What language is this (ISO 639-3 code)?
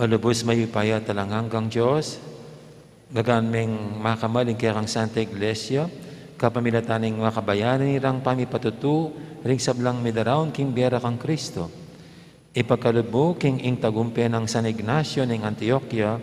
pam